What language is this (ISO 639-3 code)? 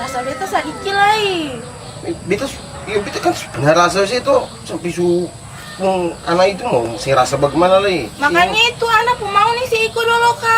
abs